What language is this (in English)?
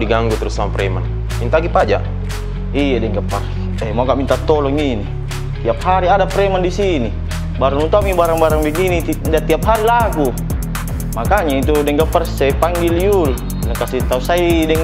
Makassar Malay